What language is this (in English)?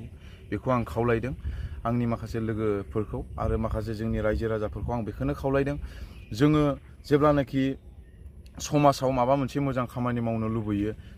Bodo